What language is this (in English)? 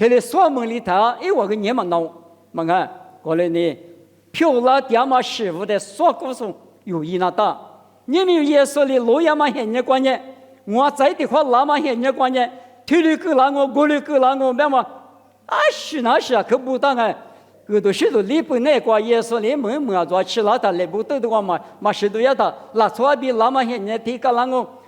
Lisu